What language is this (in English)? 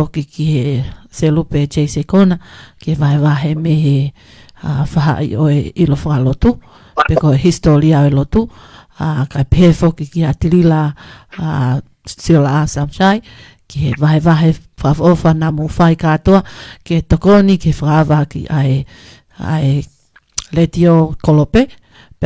Tongan